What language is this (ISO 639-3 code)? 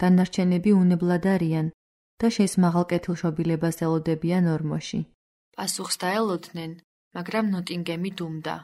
kat